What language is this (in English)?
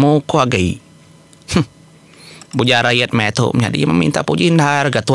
Iban